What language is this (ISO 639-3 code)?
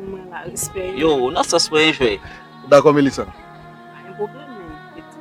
hat